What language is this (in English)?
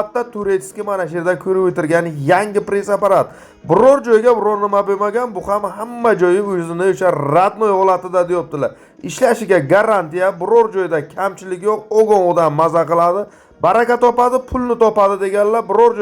Uzbek